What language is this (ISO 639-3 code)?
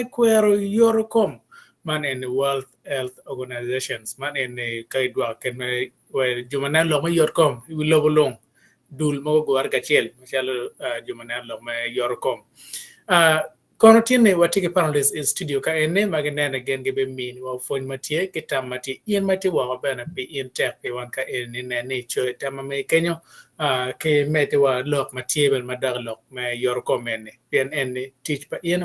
ach